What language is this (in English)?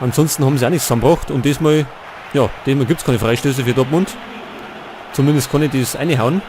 Bavarian